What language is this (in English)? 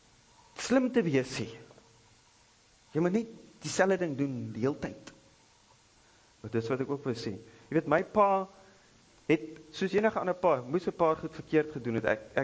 Afrikaans